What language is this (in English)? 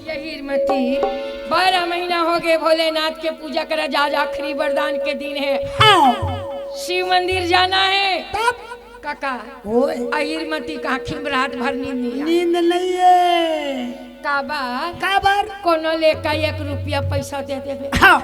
Chhattisgarhi